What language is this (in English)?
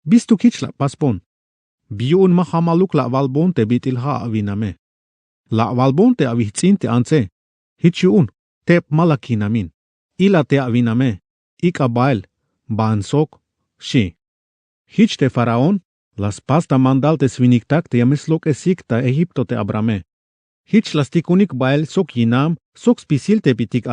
Tzeltal